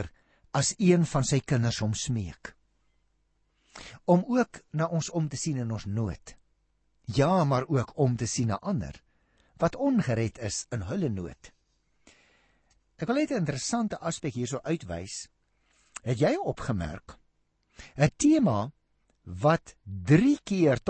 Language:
Afrikaans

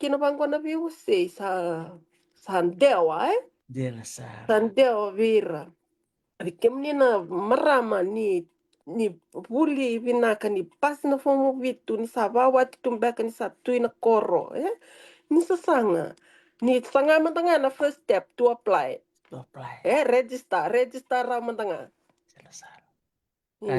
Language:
Fijian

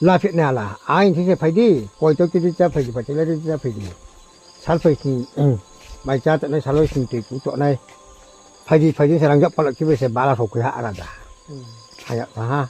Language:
Riang (India)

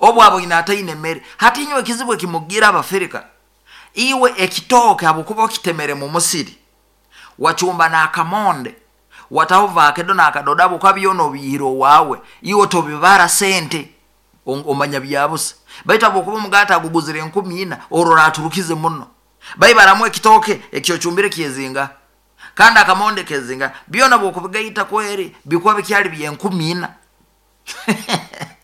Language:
Nyoro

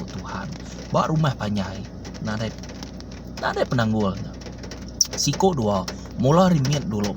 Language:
Iban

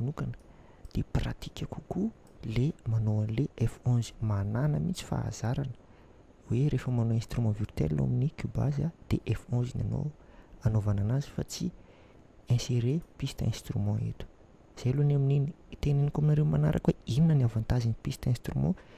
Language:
Malagasy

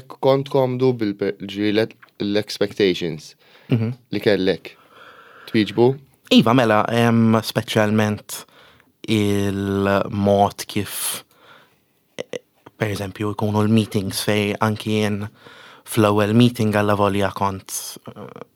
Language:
Maltese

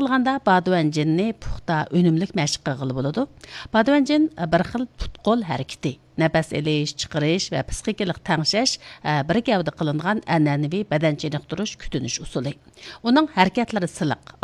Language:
Uyghur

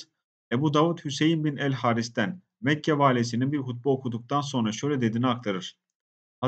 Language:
Turkish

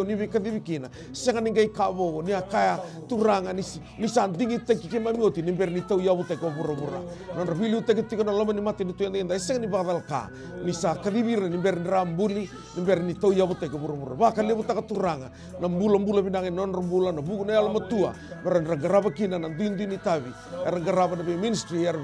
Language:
Fijian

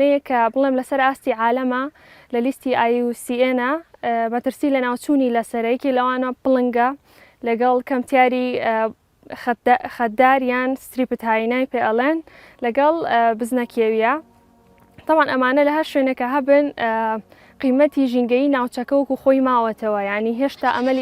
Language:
Central Kurdish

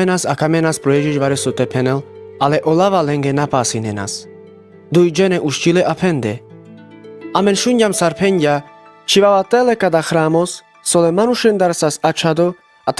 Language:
Carpathian Romani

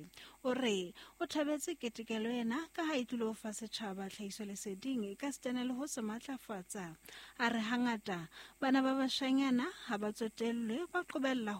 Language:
Southern Sotho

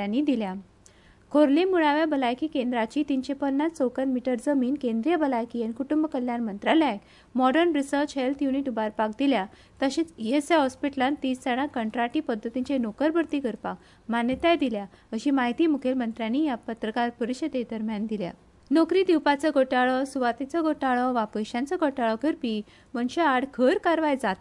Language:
Konkani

